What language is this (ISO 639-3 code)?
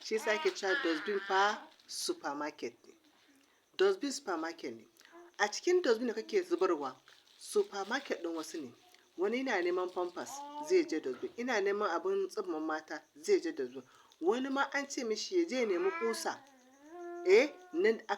hau